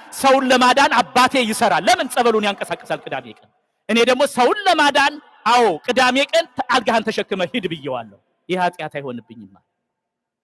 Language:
Amharic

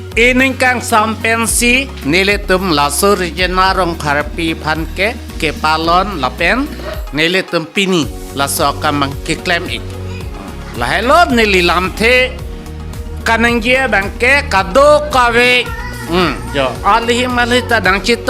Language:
Karbi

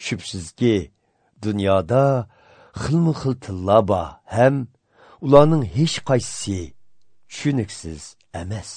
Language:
Uyghur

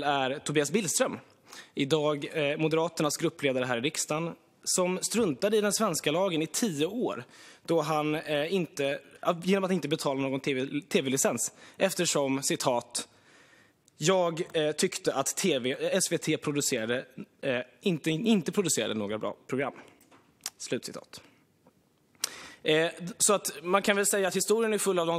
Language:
Swedish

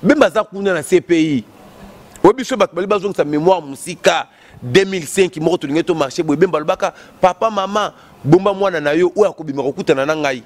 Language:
Lingala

